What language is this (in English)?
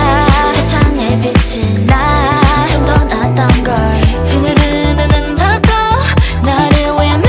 Korean